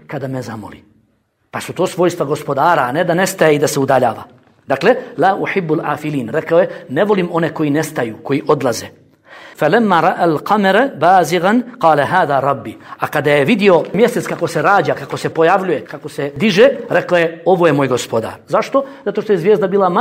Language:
Bosnian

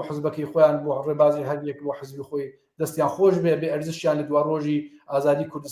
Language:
Central Kurdish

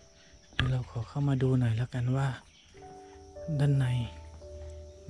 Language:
Thai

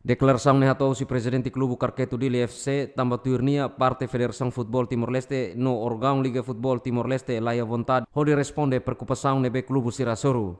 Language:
Tetum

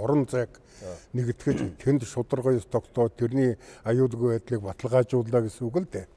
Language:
Mongolian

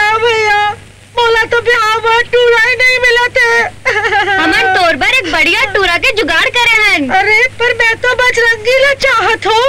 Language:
Chhattisgarhi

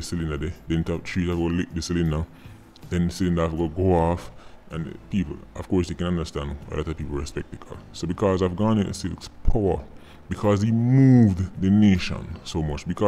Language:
Jamaican Creole English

